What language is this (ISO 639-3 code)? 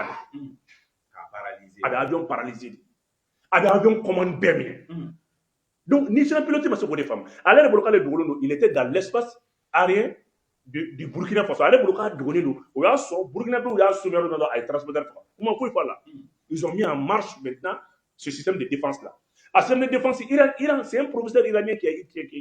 bam